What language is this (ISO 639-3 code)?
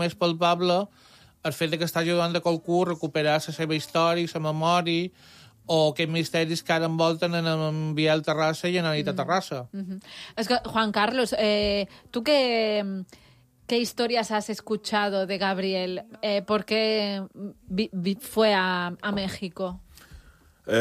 cat